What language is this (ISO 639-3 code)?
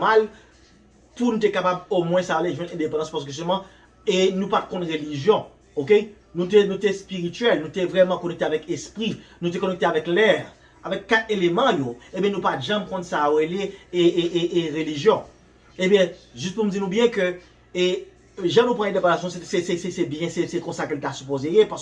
hat